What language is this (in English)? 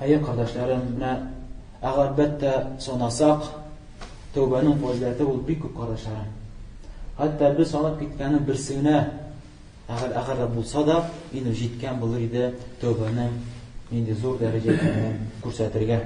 Tatar